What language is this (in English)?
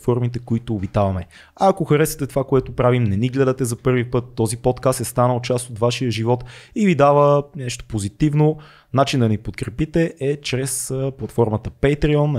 Bulgarian